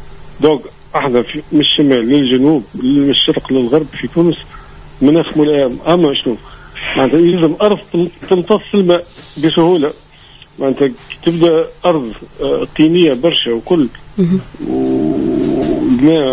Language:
Tunisian Arabic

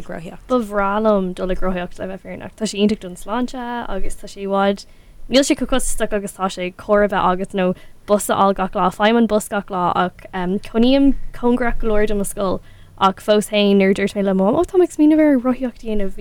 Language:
Irish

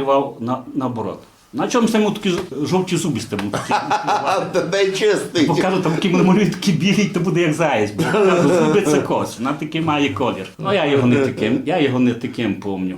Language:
Rusyn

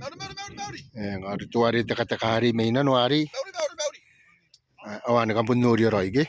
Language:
Gilbertese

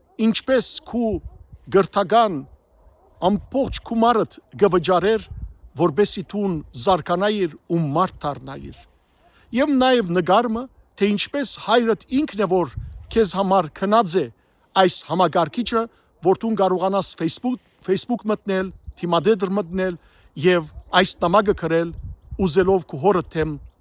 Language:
Western Armenian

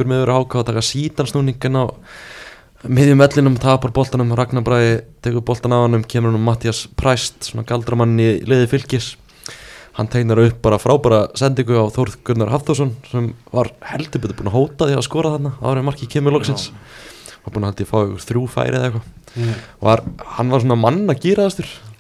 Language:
Icelandic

